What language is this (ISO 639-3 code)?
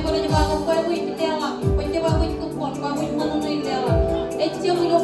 mah